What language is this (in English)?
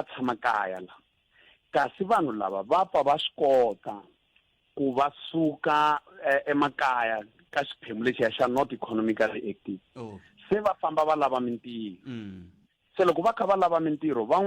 Tsonga